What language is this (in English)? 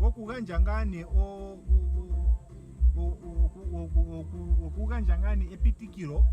Ndonga